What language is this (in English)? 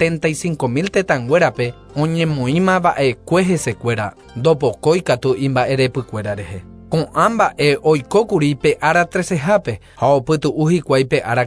Guarani